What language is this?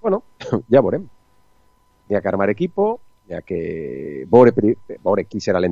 Catalan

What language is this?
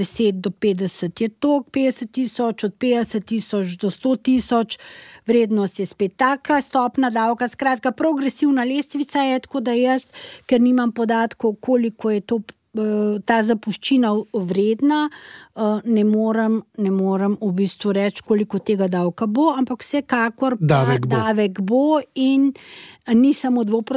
Slovenian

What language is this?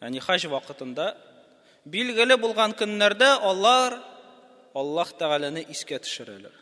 Tatar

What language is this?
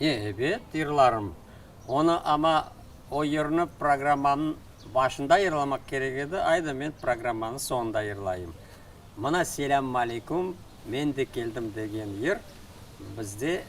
Crimean Tatar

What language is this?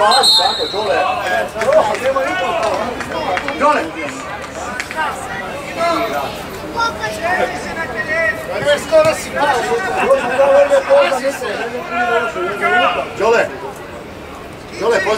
Croatian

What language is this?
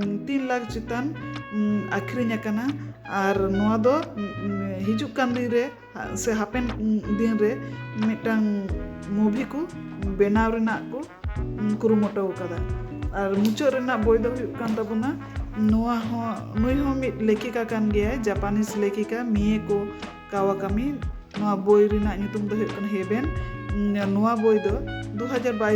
Santali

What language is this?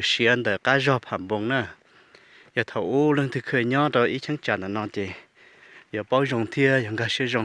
Hmong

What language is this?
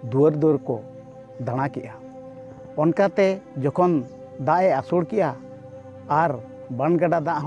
Santali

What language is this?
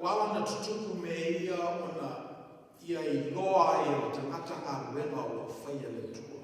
Samoan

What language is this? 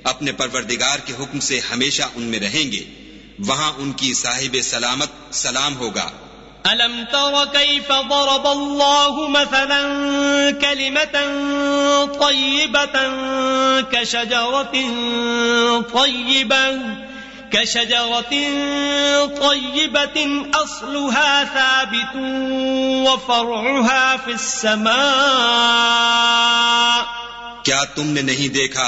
Urdu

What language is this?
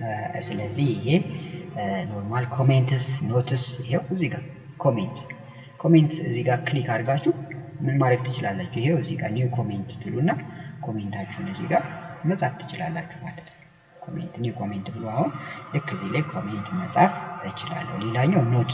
Amharic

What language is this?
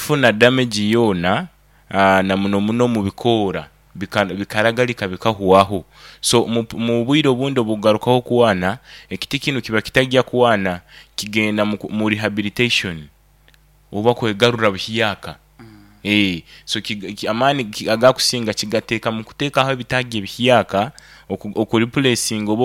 Nyoro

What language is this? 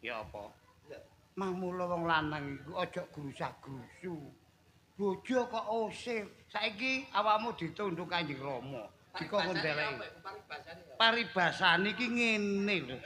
Javanese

